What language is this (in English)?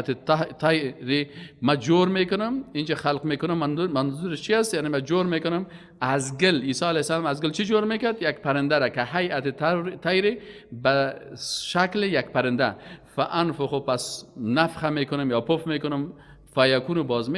Persian